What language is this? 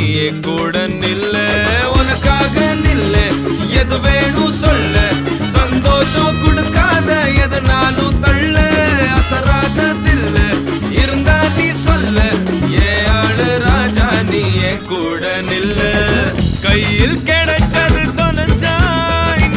Tamil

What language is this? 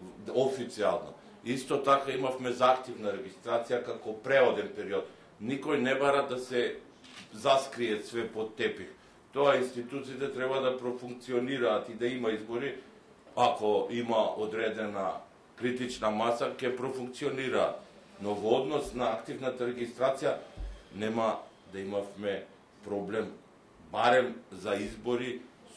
Macedonian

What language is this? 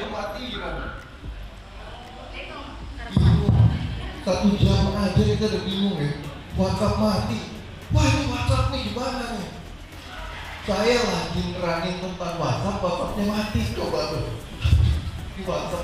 Indonesian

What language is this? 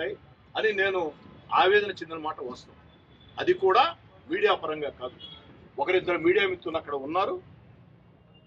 Telugu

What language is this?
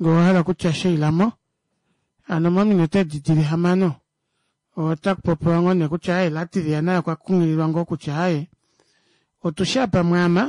Kuanyama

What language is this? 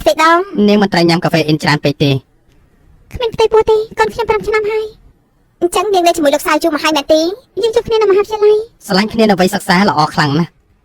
Khmer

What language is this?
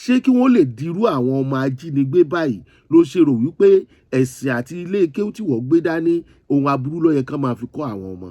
Yoruba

